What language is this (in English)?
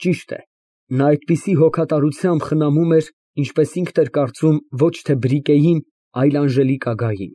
Armenian